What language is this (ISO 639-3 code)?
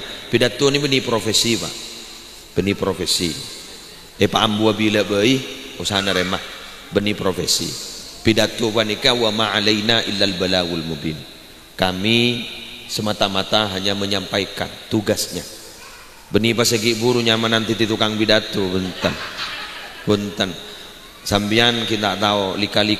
mad